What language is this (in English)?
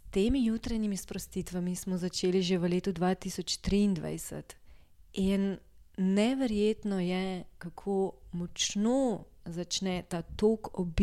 Slovenian